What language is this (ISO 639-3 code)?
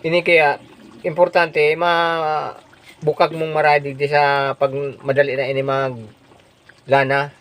bik